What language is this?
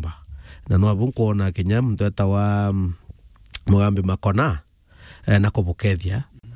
Meru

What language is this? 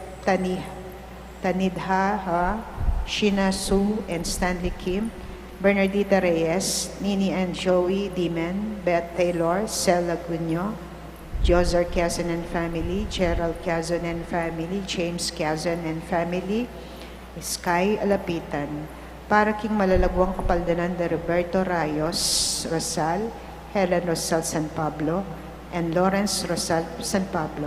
Pampanga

